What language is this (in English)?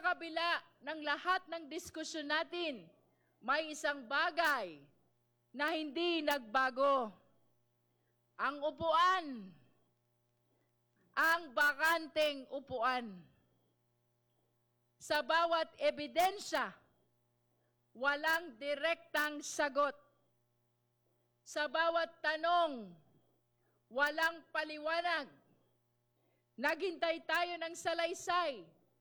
Filipino